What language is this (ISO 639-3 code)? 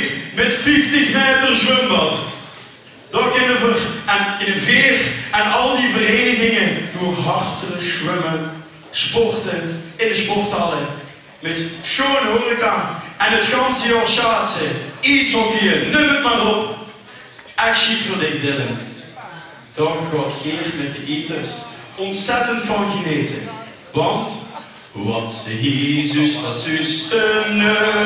lim